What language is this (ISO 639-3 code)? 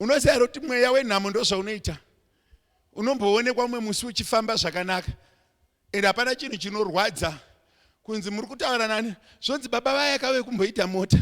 sna